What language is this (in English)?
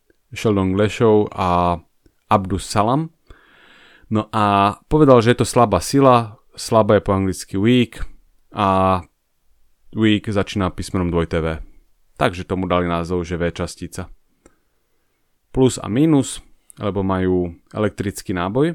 Slovak